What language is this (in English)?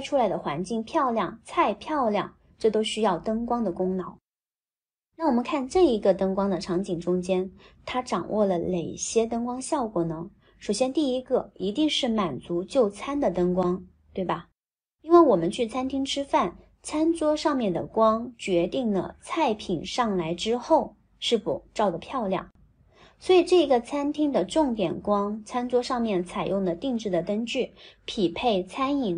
Chinese